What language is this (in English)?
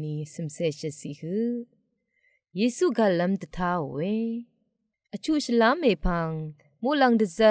Rawang